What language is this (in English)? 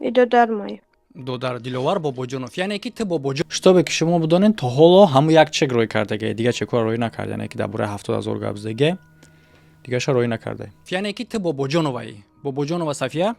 Tajik